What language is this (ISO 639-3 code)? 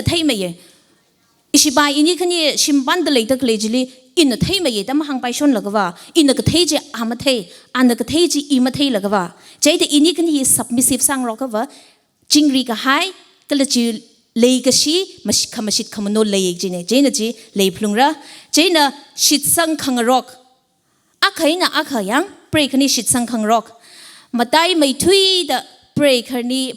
nmf